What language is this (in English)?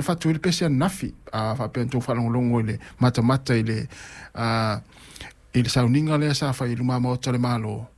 Samoan